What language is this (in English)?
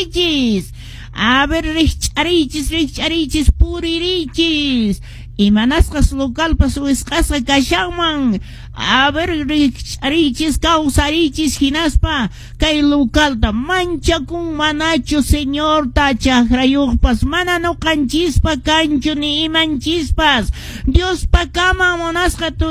Quechua